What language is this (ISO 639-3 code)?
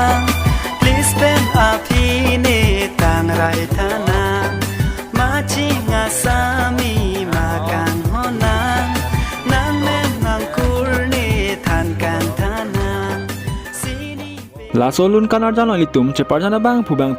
mjw